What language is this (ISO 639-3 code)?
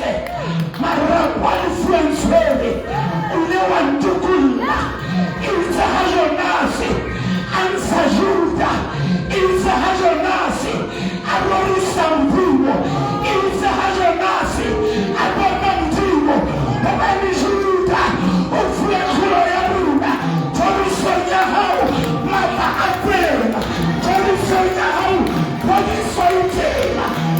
sot